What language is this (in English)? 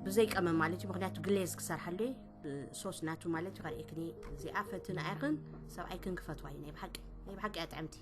Tigrinya